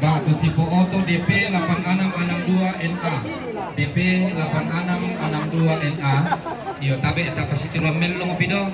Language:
Toraja-Sa'dan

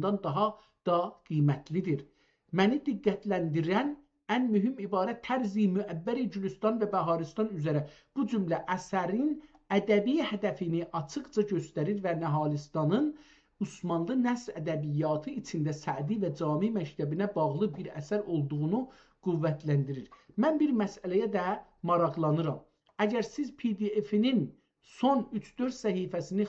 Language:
South Azerbaijani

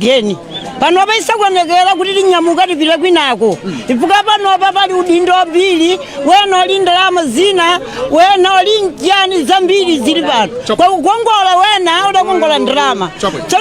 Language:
Nyanja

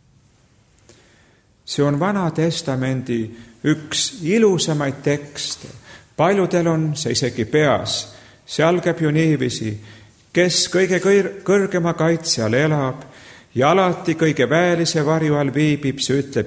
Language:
Estonian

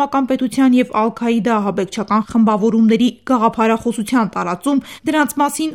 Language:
Armenian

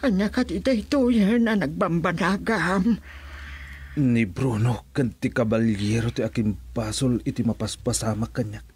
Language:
Iloko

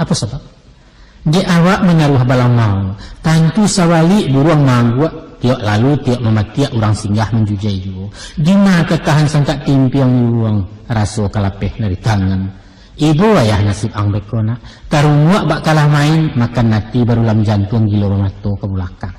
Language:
Minangkabau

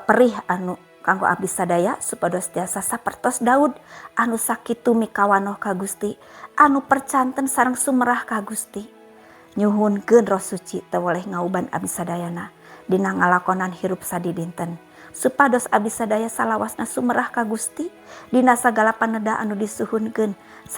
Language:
Sundanese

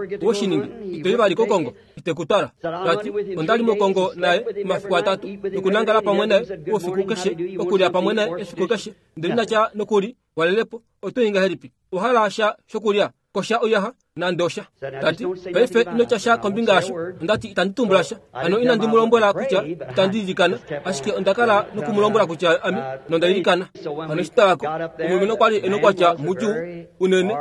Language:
Kuanyama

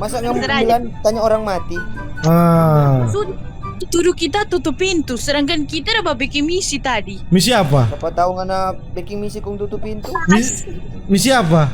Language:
Manado Malay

